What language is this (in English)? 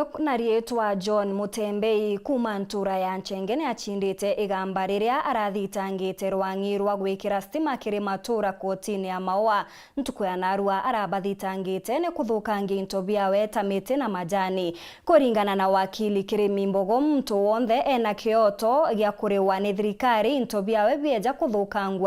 Meru